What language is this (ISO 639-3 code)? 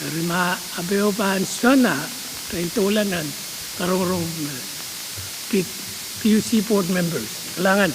pon